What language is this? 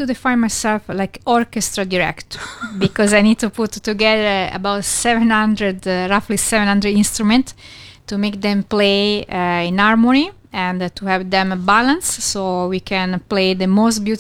English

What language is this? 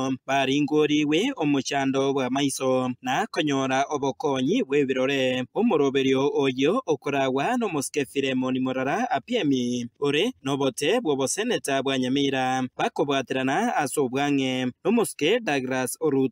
Gusii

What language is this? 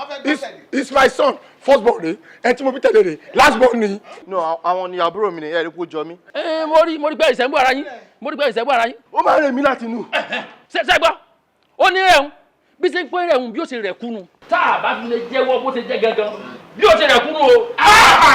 Yoruba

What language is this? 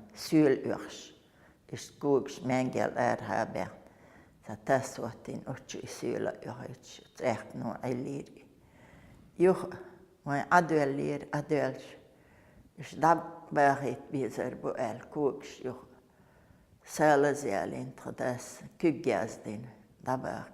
Chechen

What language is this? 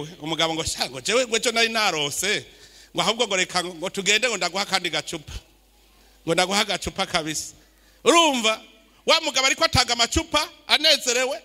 Rundi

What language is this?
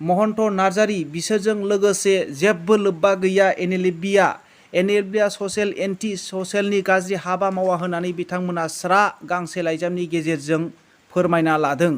Bodo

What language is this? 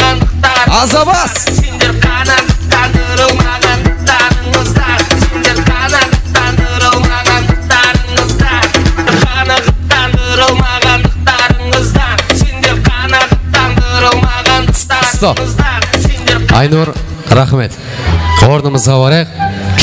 Kara-Kalpak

